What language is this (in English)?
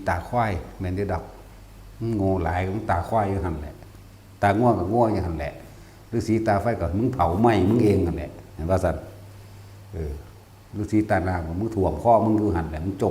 Northeastern Thai